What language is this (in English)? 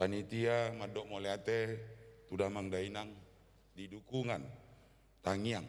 Batak Toba